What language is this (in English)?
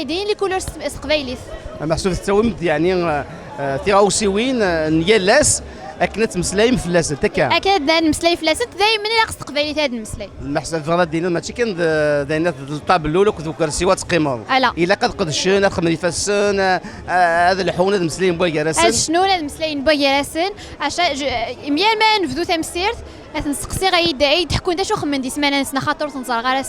Kabyle